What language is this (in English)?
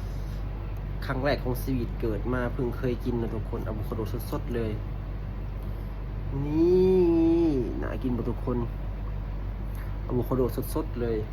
Lao